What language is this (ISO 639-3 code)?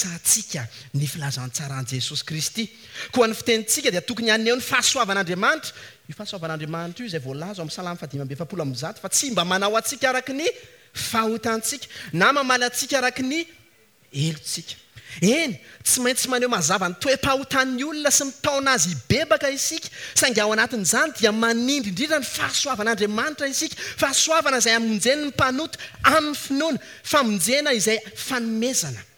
mlg